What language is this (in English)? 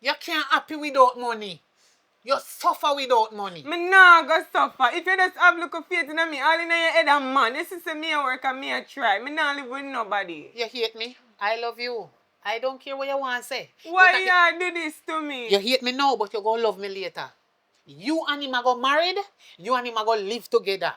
Jamaican Creole English